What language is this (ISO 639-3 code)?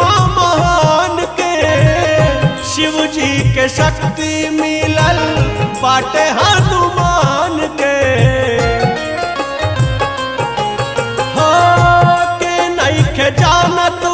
bho